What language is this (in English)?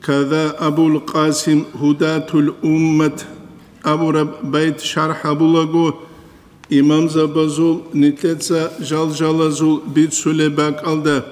Avaric